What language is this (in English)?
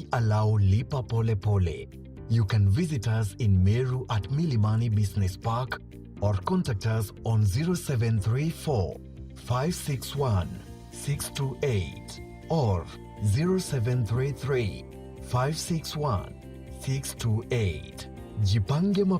Meru